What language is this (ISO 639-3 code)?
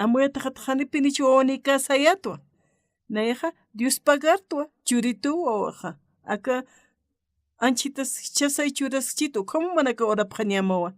aym